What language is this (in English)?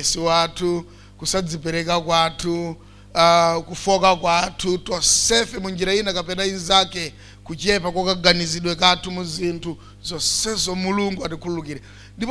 Nyanja